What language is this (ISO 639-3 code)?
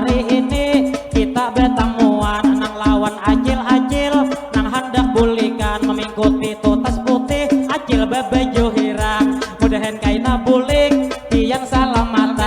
bjn